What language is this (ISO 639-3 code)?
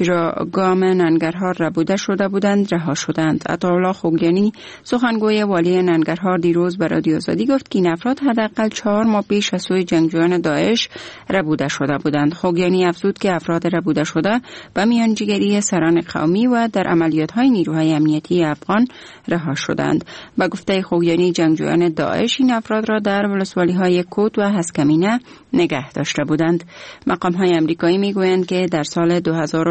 fas